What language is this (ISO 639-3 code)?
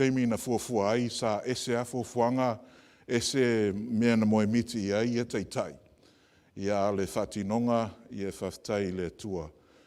smo